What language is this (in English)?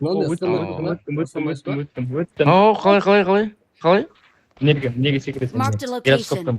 Kara-Kalpak